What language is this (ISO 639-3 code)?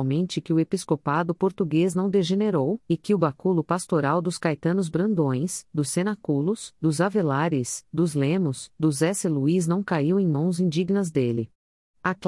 por